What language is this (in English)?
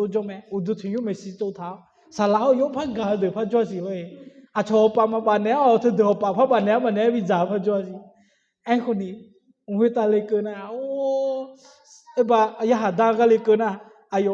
Akha